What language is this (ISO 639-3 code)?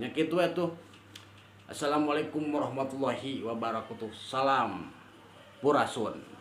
sun